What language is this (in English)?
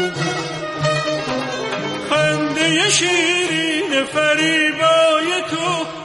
Persian